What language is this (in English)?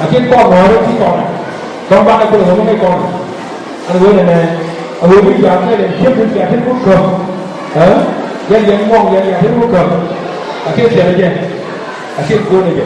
Nuer